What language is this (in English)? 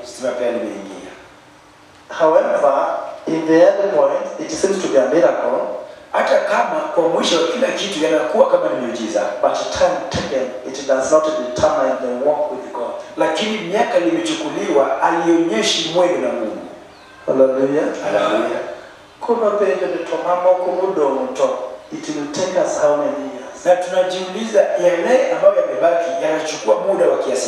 Luo (Kenya and Tanzania)